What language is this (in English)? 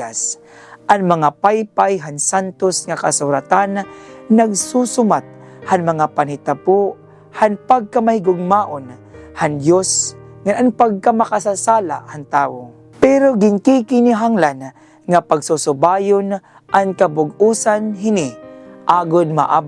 Waray